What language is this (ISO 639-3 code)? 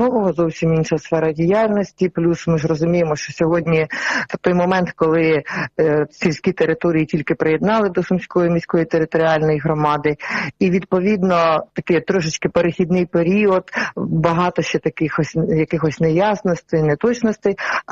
ukr